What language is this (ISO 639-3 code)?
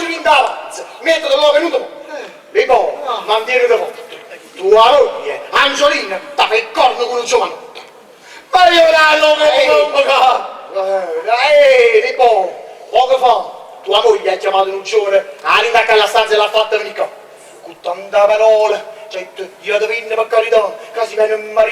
nap